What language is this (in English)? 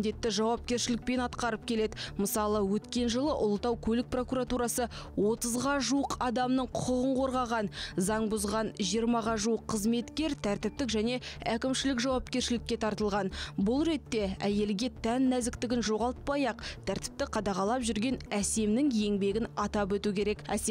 Kazakh